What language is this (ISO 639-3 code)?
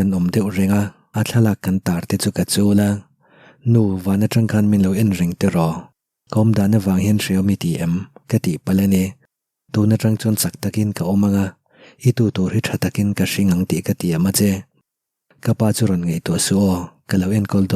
lus